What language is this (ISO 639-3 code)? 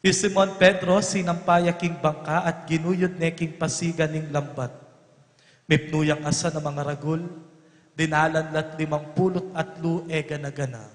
pam